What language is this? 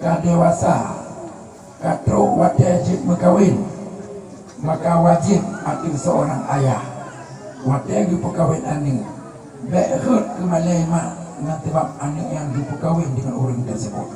Achinese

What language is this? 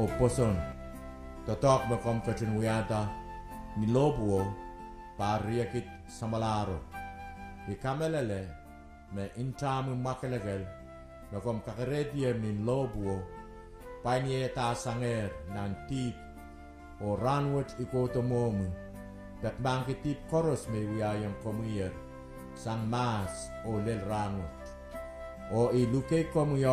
Pohnpeian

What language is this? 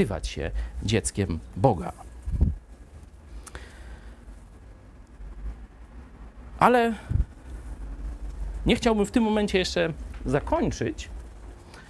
Polish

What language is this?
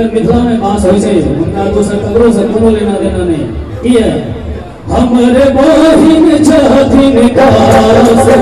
Maithili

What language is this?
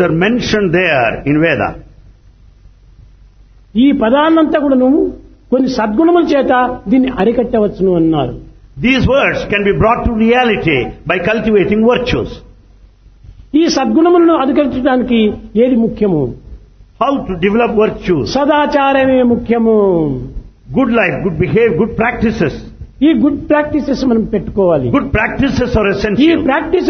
Telugu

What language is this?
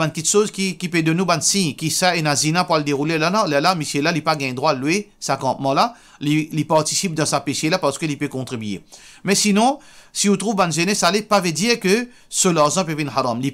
Morisyen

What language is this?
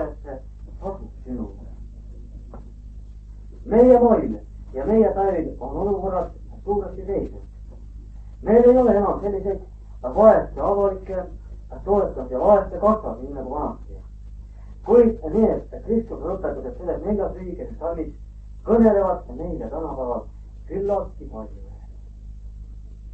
Estonian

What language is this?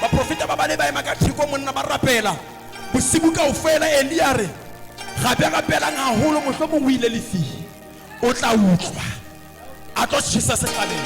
Southern Sotho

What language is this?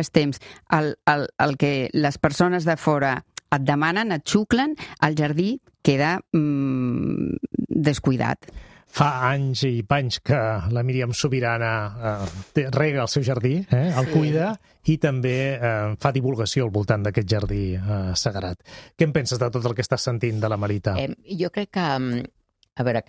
Catalan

